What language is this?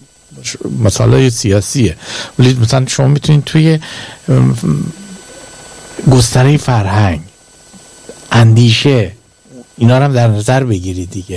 Persian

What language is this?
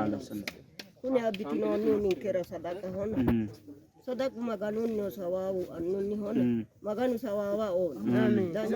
Sidamo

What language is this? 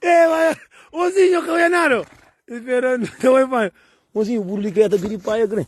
Kabuverdianu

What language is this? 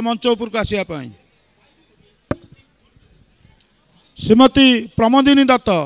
Odia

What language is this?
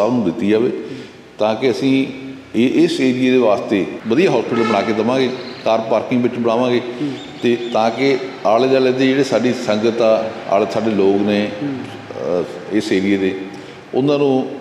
Punjabi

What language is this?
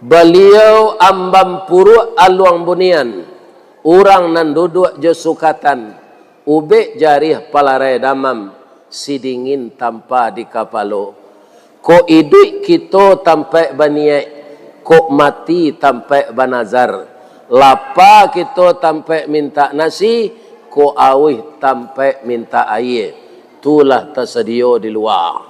Minangkabau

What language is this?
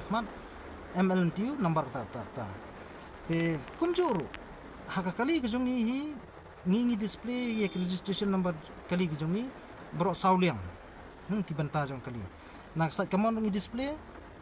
Khasi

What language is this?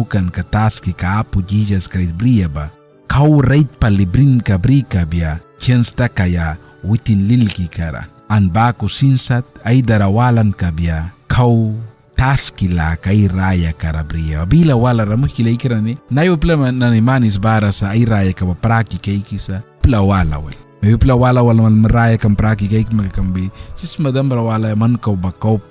Mískito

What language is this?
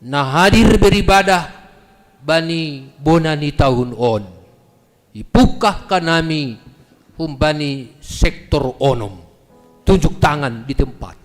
Batak Simalungun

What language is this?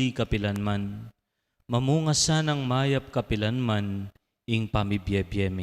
Pampanga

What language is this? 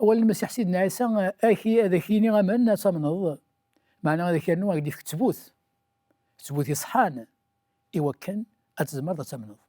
Kabyle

